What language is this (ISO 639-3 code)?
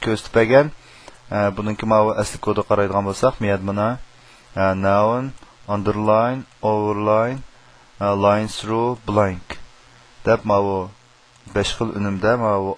uig